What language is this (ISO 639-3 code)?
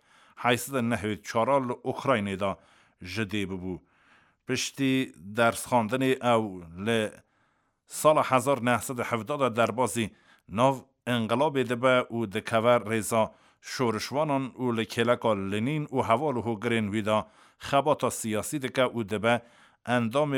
kur